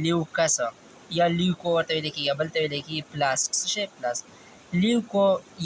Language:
Pashto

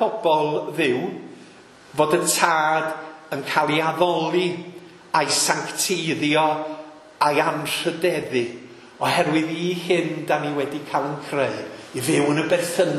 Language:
Welsh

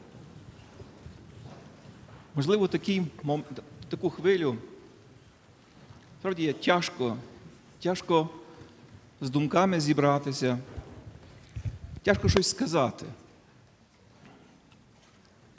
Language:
Ukrainian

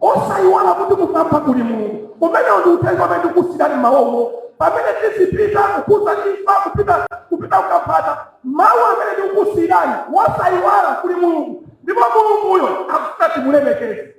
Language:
Nyanja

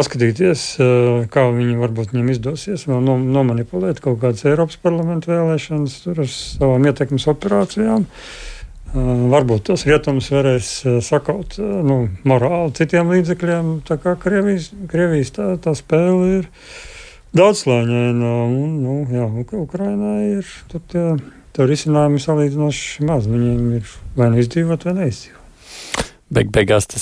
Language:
Latvian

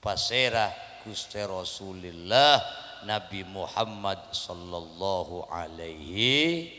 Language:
Madurese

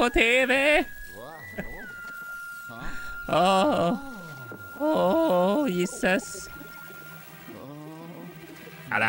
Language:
Swedish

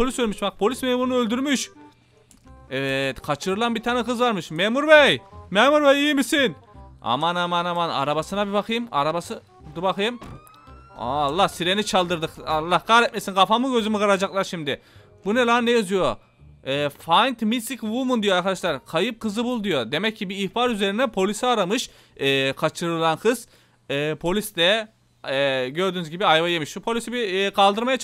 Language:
Turkish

